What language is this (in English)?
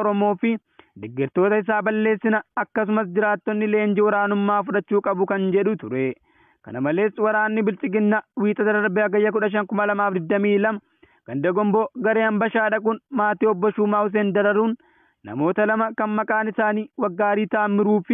Oromo